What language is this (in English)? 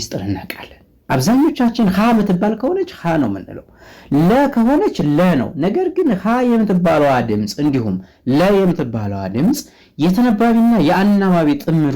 Amharic